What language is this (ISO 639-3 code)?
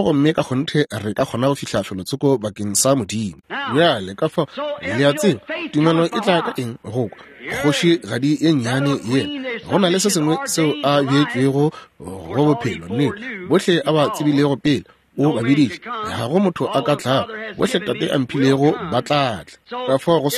nso